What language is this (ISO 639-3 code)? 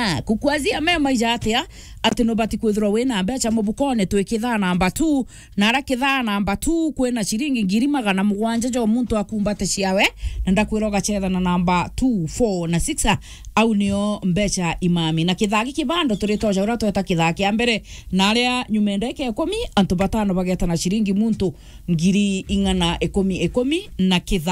mer